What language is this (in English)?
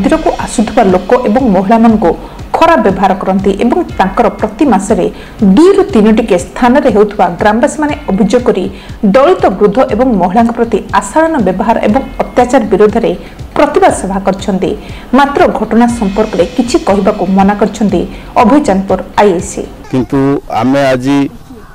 Odia